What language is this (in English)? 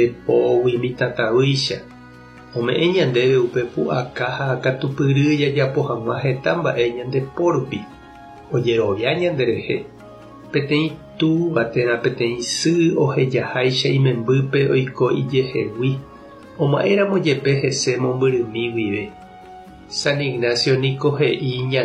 Guarani